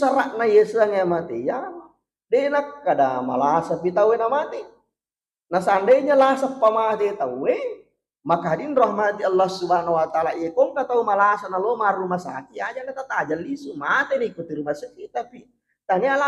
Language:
Buginese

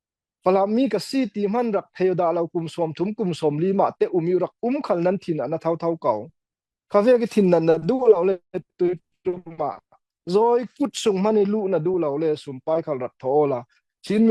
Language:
Falam Chin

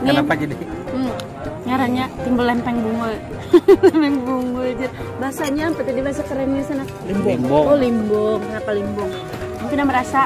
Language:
Banjar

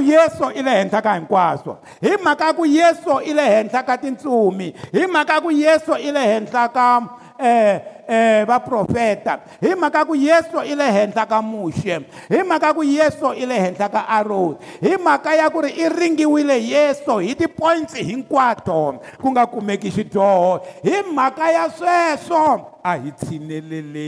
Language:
Tsonga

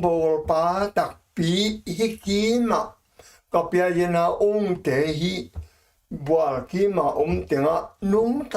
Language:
Tedim Chin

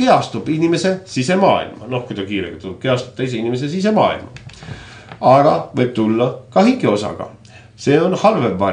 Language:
Estonian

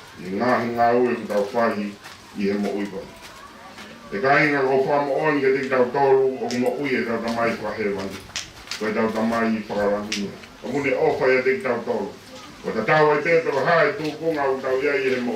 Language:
Tongan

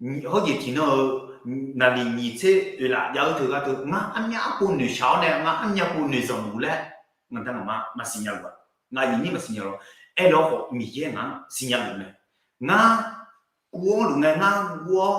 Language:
Akha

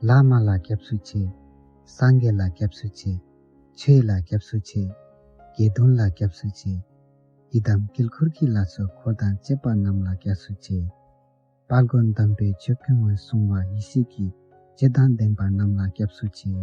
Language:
Tibetan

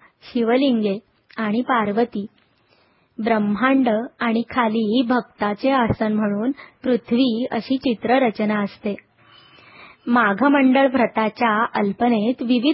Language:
Marathi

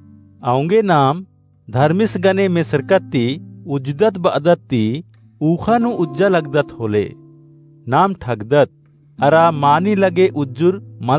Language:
Kurukh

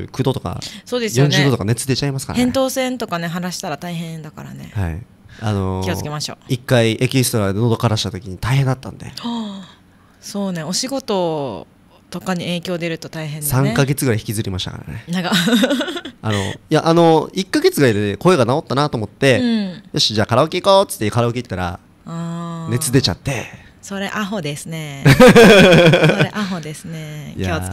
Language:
Japanese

